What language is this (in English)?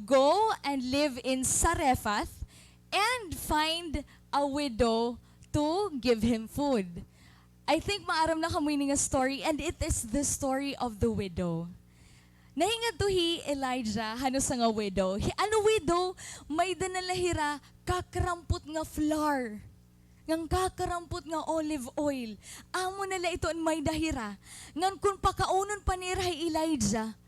Waray